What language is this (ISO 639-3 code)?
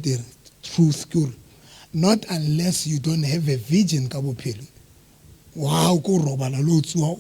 sot